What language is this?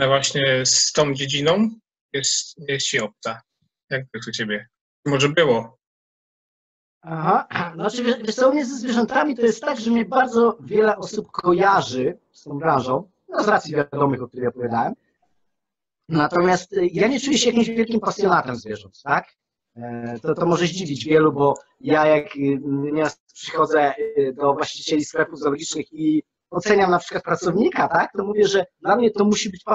Polish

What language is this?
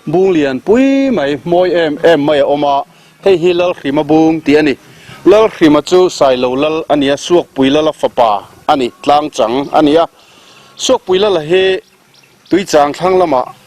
Mizo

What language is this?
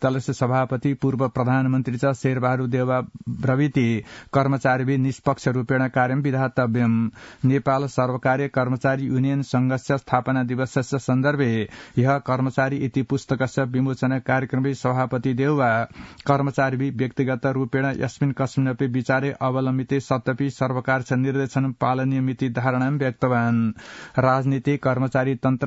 Sanskrit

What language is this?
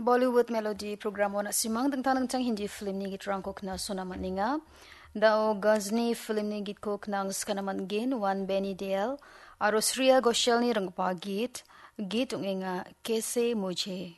Garo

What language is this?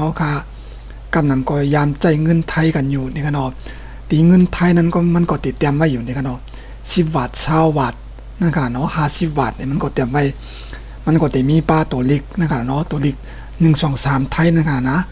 Shan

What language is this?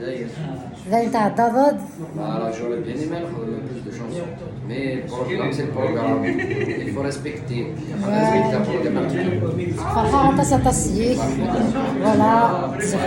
Kabyle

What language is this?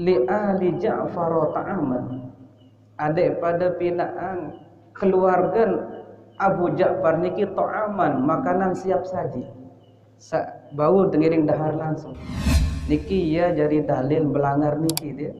Sasak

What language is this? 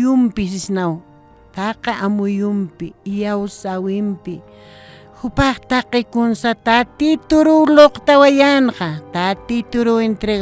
Aymara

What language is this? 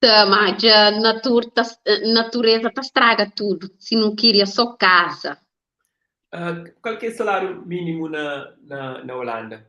Kabuverdianu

